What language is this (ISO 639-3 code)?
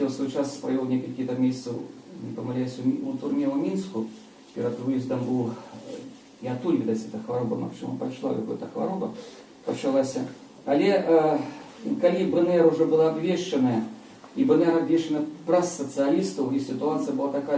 bel